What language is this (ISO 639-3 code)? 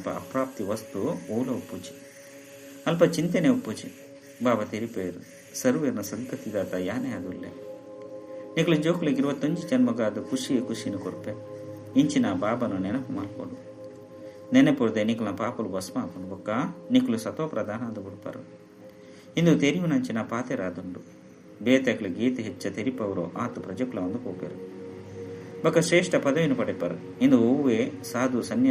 tcy